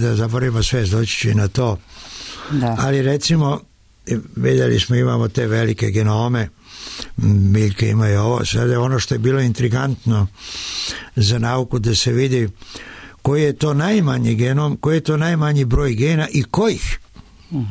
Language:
Serbian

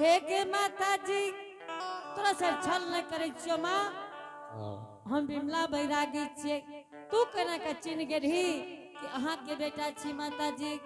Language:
Angika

